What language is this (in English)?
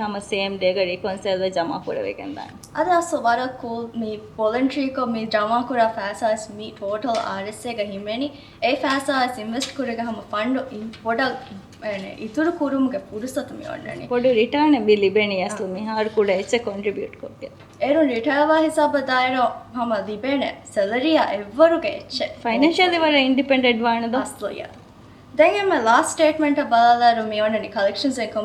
Divehi